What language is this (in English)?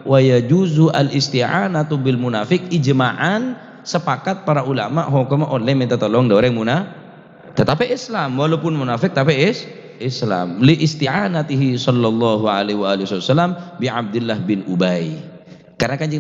Madurese